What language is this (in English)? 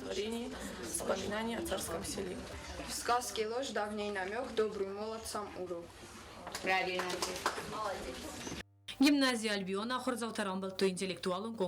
Ossetic